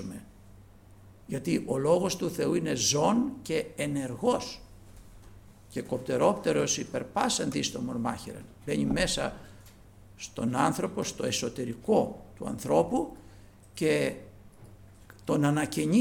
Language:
Greek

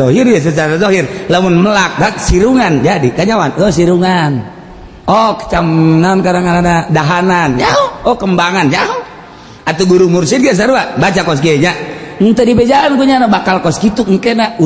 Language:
Sundanese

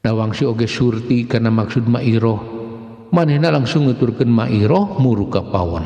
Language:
Sundanese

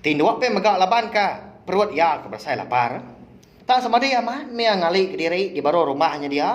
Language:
Iban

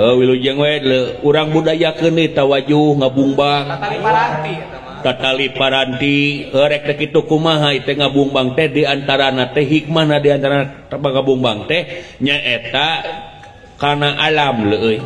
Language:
Sundanese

